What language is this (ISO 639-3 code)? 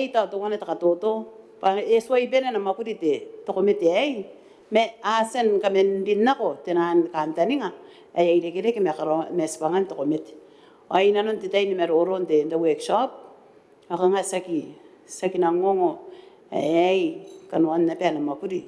gil